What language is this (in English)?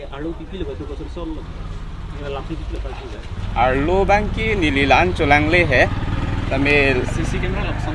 Karbi